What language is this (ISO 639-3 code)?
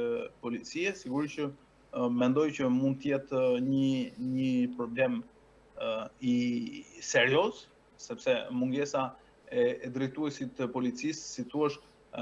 sqi